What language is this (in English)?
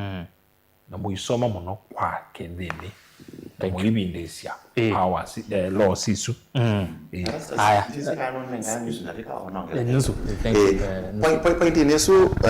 Kamba